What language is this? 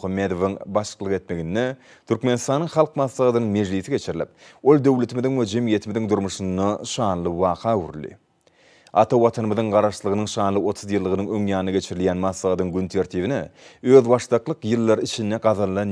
Turkmen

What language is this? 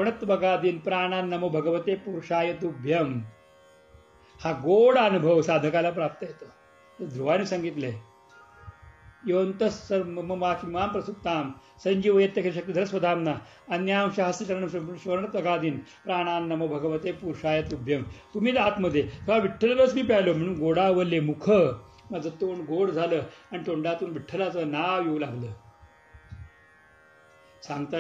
Marathi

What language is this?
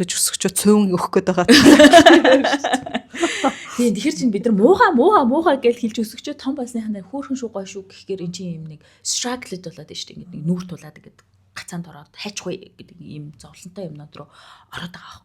Mongolian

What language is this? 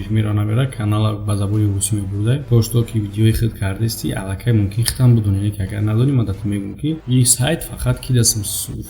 Tajik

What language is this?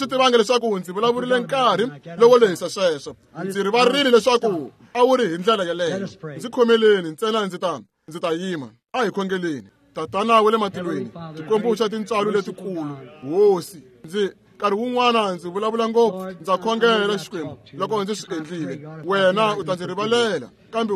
Tsonga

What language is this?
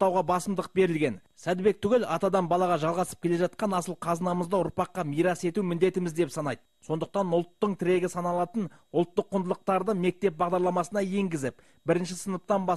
Kazakh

